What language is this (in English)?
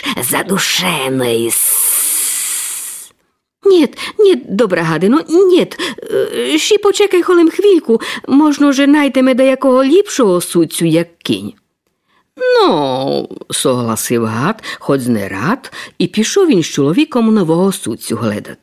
Rusyn